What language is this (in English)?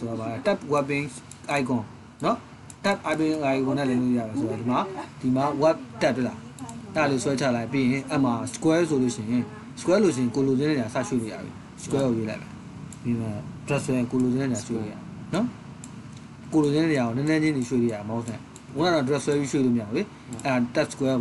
Burmese